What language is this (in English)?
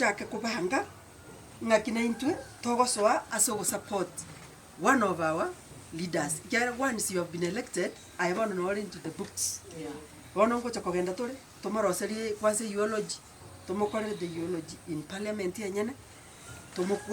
Gusii